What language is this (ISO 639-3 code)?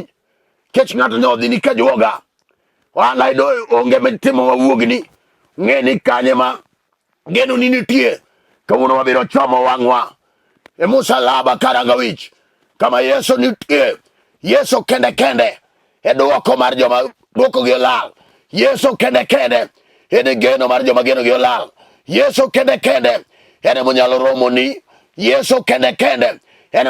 luo